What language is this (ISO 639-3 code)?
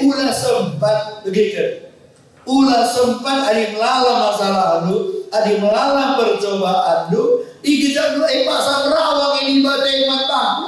btx